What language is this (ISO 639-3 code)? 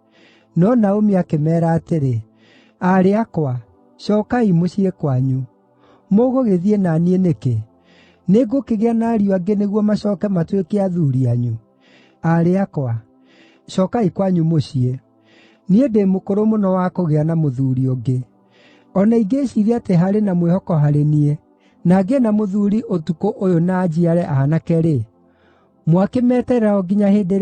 kik